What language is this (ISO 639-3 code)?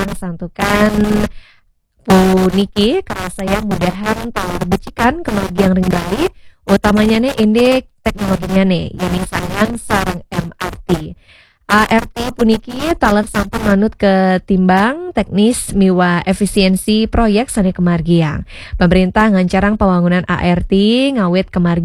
ban